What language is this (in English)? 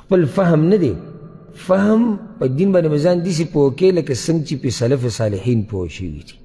Pashto